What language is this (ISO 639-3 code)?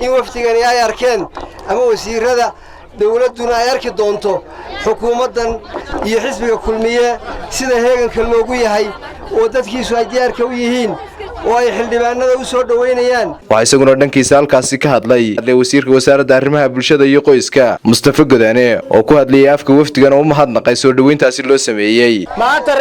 som